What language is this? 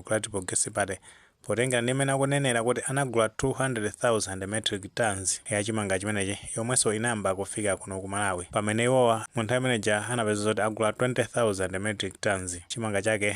Nyanja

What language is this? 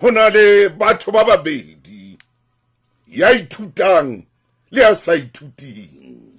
Southern Sotho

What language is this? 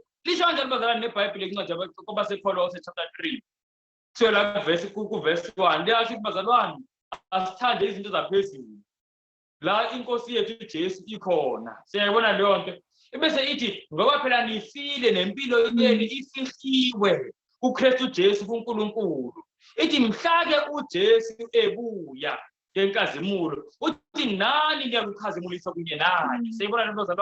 Zulu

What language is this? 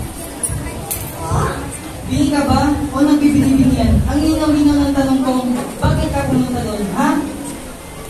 Filipino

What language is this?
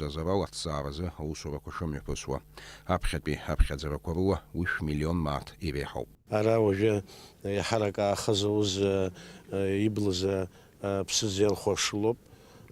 Abkhazian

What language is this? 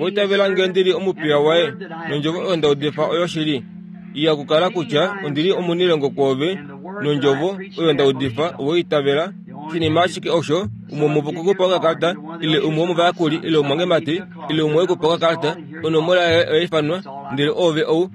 Kuanyama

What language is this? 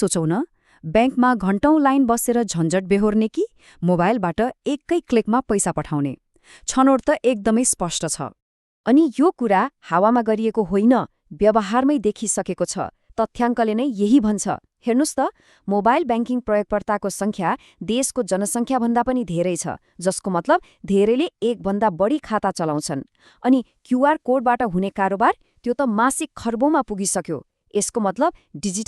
Nepali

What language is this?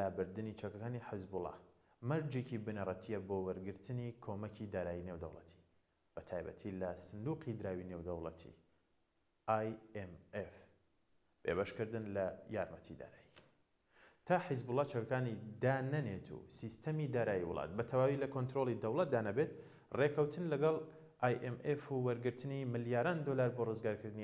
Central Kurdish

